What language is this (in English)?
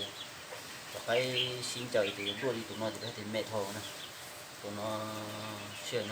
Hmong